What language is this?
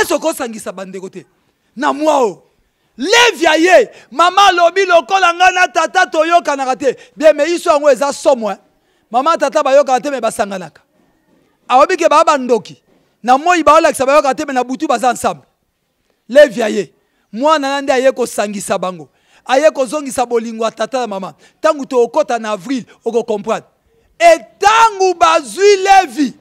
Lingala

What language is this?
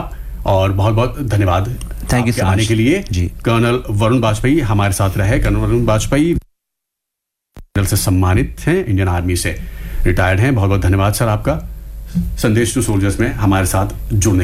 Hindi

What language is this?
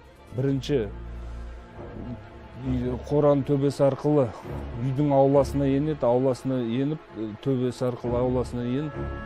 Kazakh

